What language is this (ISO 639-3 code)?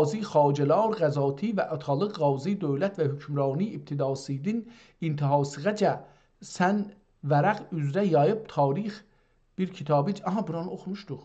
azb